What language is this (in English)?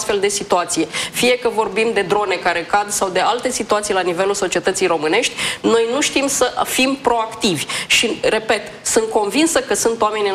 Romanian